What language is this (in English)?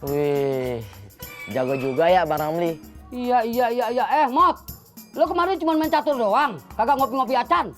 Betawi